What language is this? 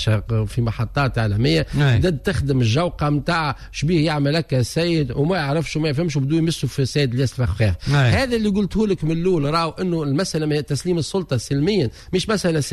Tunisian Arabic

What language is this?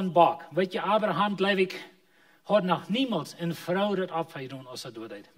Plautdietsch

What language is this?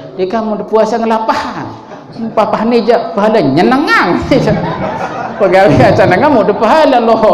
Sasak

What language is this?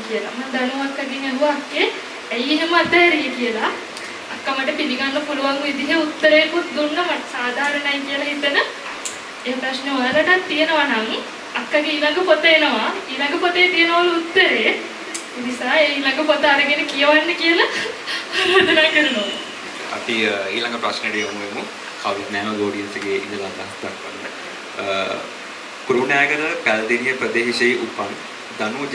Sinhala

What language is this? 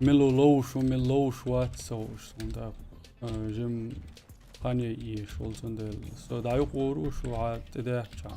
Chechen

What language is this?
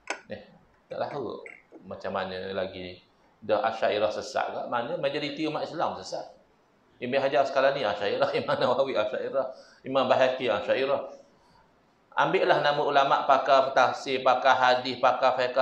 Malay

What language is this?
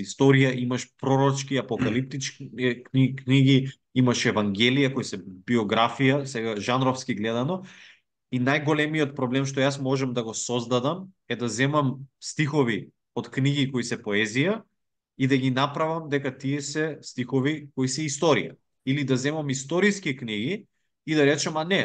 Macedonian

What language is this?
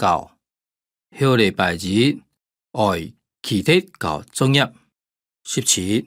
Hakka Chinese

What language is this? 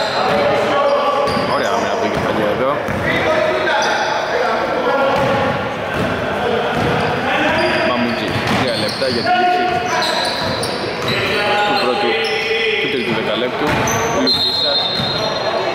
Greek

